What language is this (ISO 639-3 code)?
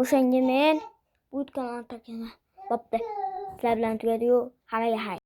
uzb